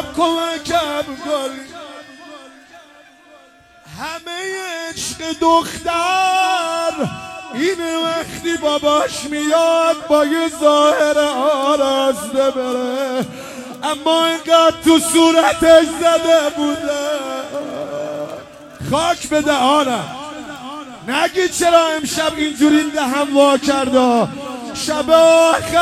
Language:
Persian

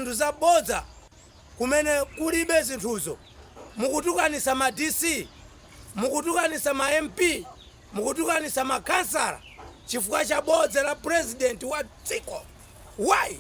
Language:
Nyanja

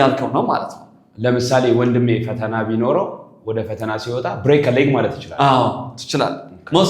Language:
Amharic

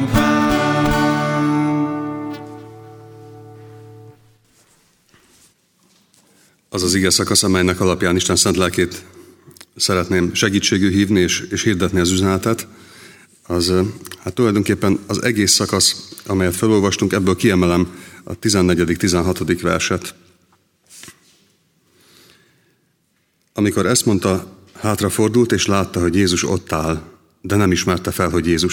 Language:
Hungarian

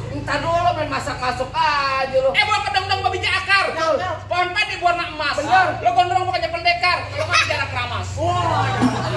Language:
Betawi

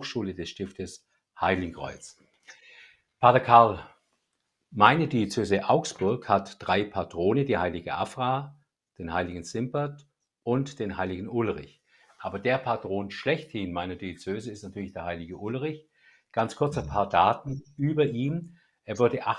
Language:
German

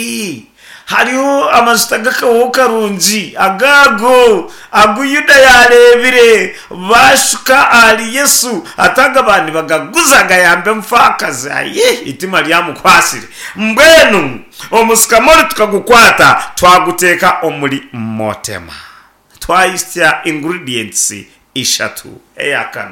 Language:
Nyankole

